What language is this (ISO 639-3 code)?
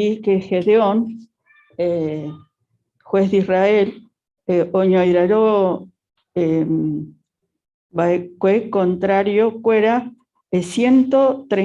grn